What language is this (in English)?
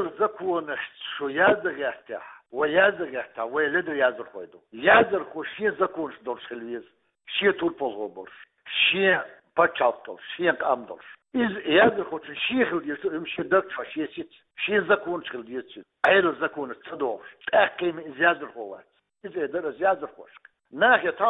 Chechen